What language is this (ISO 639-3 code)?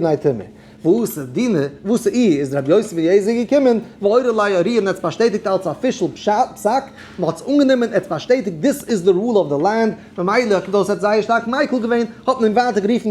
yid